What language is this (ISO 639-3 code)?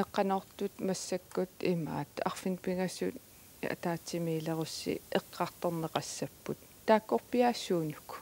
kal